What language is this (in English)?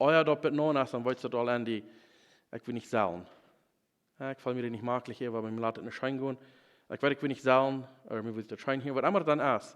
Plautdietsch